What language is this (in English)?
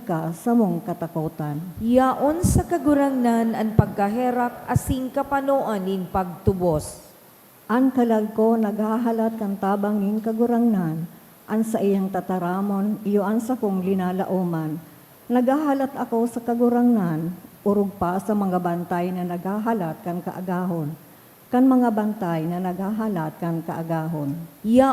Bikol